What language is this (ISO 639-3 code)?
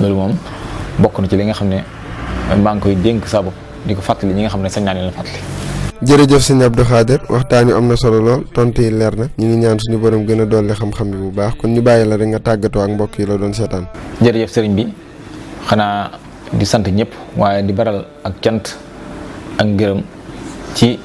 wol